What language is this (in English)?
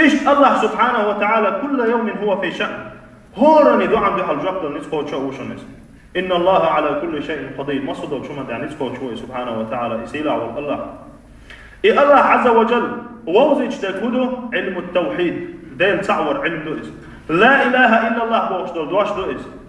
Chechen